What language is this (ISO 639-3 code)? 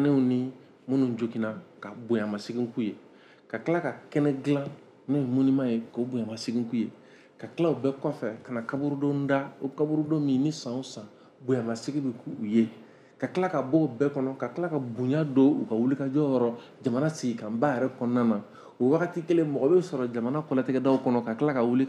bam